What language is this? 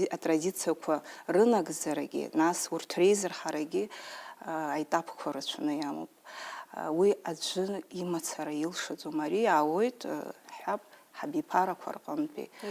Abkhazian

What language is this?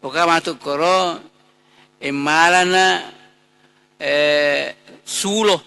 Buginese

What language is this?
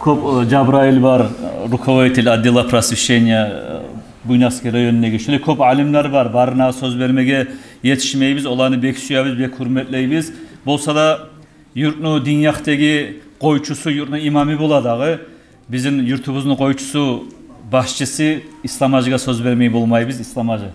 Kumyk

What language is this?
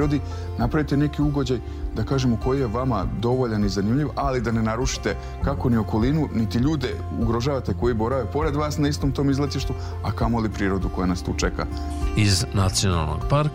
Serbian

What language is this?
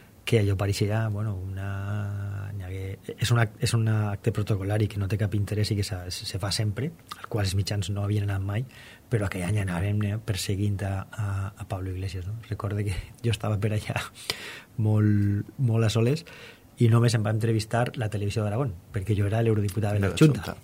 Catalan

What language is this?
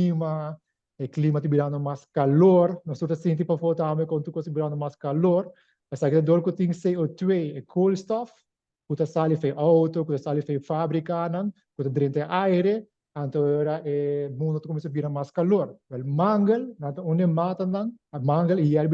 Papiamento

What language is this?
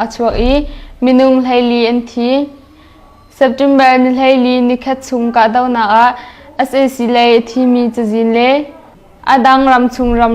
Hakha Chin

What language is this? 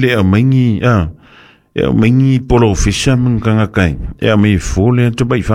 Samoan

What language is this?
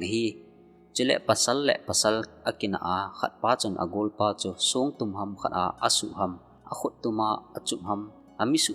Thado Chin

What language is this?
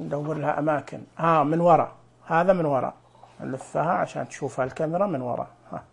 Najdi Arabic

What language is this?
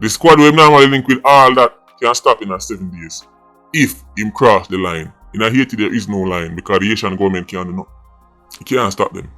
Jamaican Creole English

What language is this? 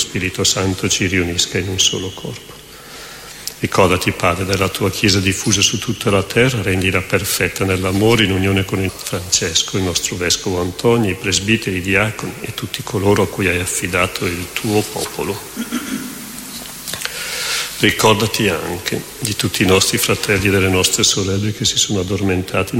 Italian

